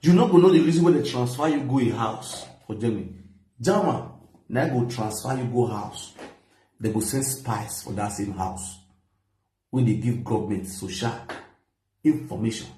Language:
Nigerian Pidgin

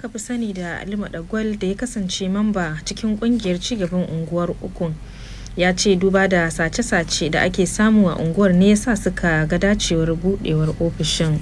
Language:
Hausa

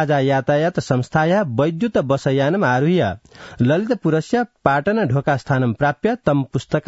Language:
Sanskrit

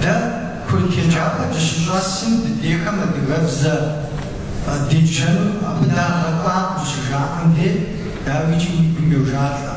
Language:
Kabardian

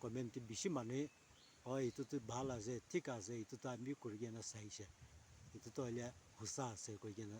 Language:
Naga Pidgin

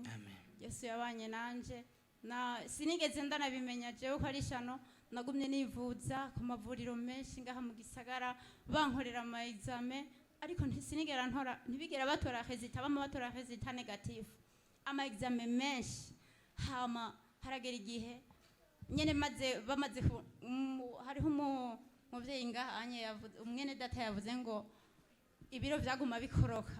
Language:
Rundi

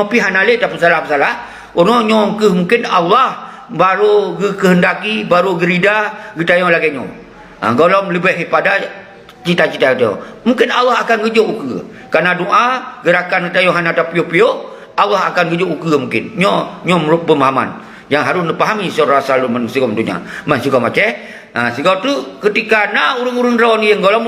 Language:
Achinese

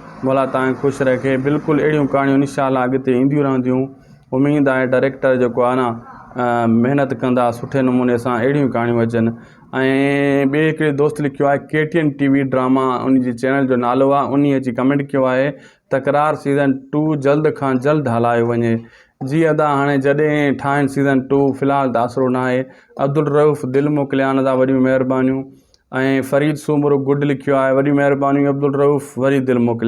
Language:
Sindhi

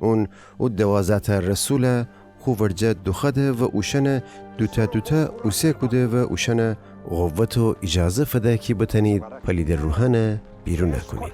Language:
Gilaki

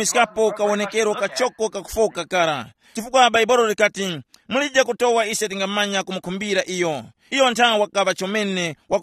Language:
Tumbuka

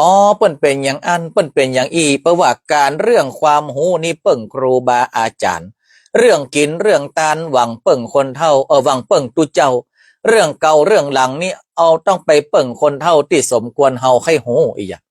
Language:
Northern Thai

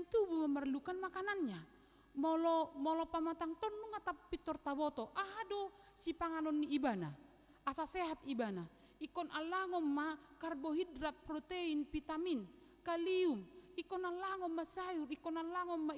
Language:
Batak Toba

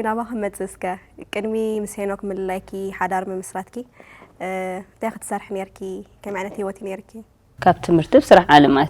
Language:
Tigrinya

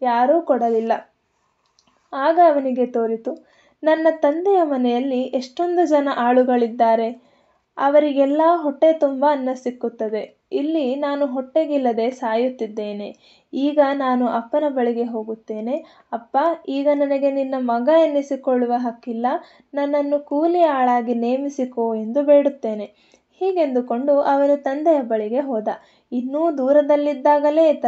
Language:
Kannada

